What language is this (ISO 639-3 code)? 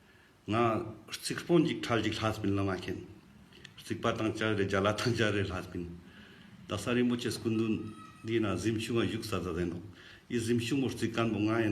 lbj